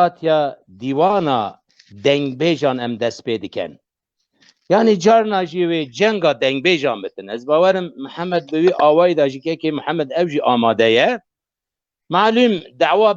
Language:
Kurdish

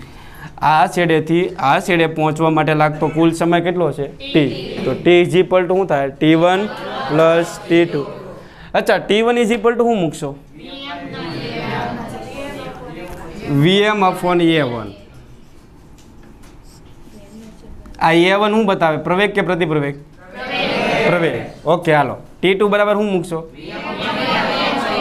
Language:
Gujarati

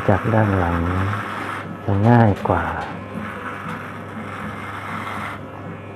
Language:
Thai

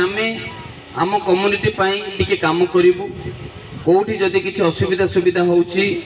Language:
Odia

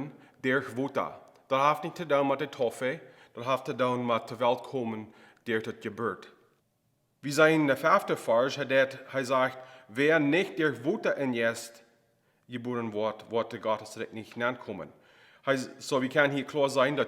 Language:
Plautdietsch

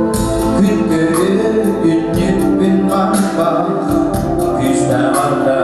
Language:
Yakut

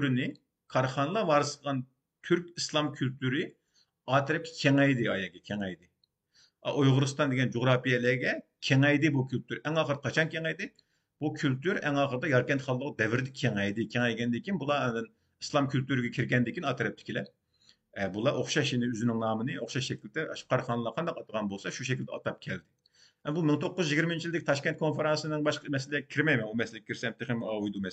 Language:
Uyghur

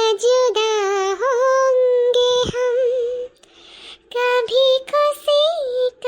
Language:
Awadhi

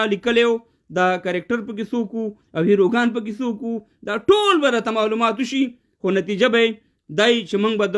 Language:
Pashto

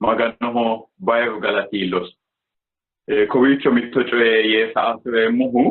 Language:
Sidamo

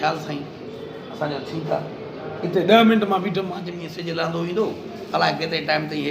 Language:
Sindhi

